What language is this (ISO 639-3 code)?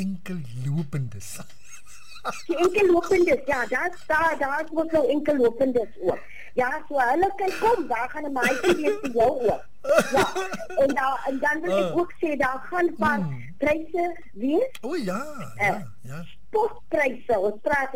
afr